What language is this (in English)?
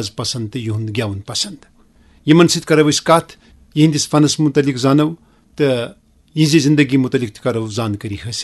Kashmiri